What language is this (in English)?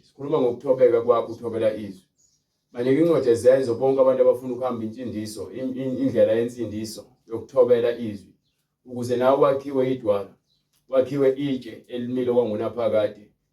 Zulu